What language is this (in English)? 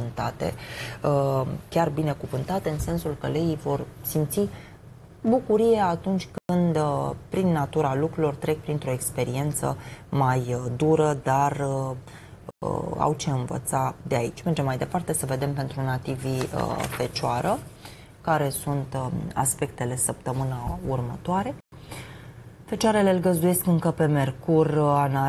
Romanian